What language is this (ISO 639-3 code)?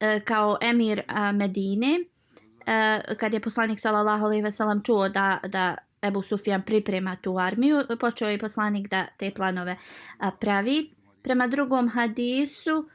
bos